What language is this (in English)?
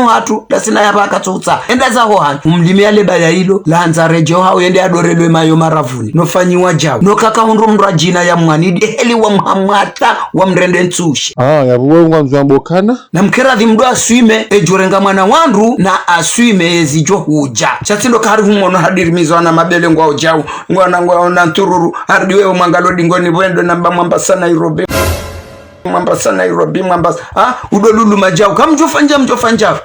Ngazidja Comorian